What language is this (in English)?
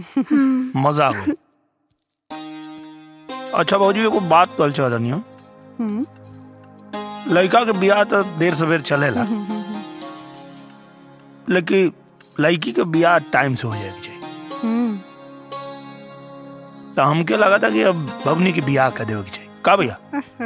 Bhojpuri